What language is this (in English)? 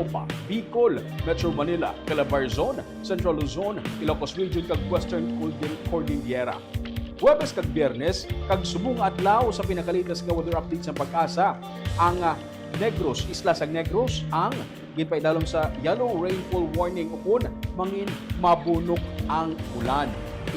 Hiligaynon